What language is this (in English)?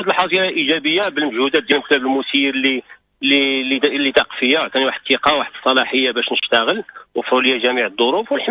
Moroccan Arabic